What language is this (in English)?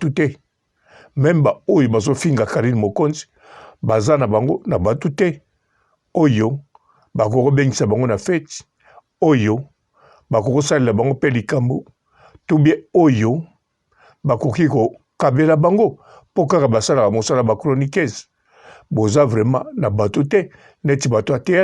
Lingala